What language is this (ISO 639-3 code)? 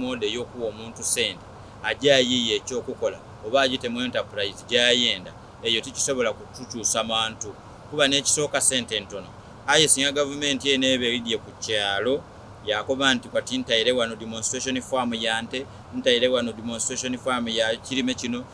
xog